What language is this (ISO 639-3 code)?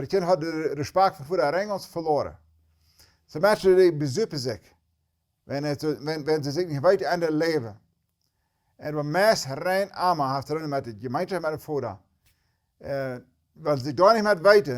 pdt